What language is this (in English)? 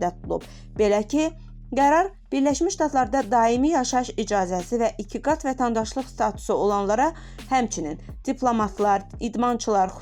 Azerbaijani